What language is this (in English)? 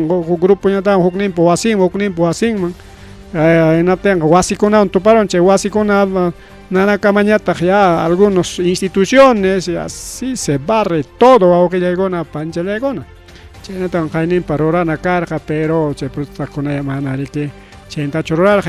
Ayacucho Quechua